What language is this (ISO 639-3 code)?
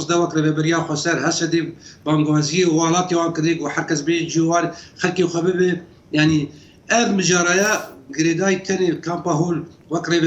kur